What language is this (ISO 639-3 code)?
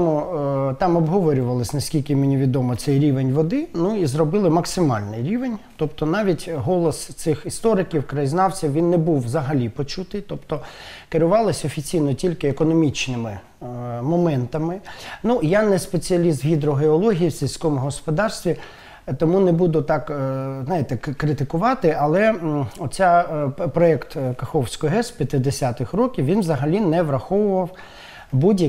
ukr